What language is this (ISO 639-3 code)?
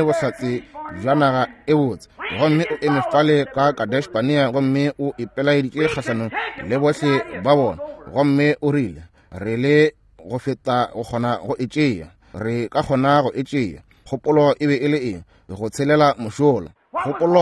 nso